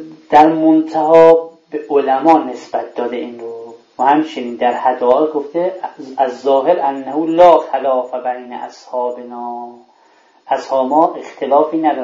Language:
Persian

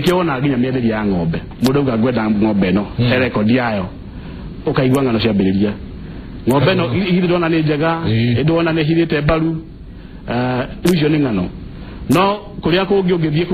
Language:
Kikuyu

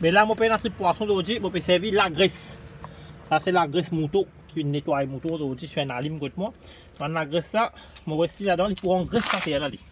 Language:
Morisyen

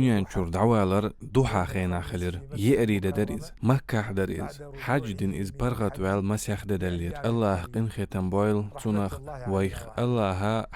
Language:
Chechen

